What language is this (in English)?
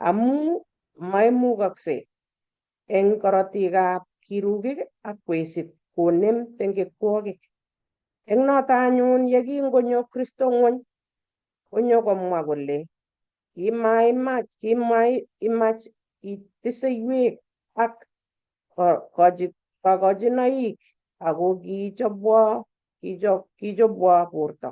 Kalenjin